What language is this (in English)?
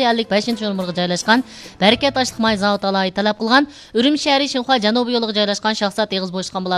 Uyghur